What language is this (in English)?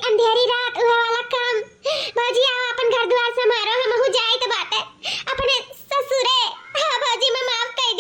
Awadhi